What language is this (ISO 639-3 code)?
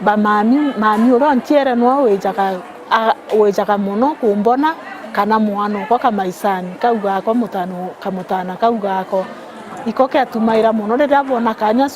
mer